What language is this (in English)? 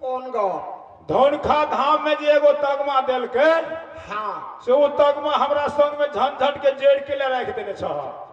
Maithili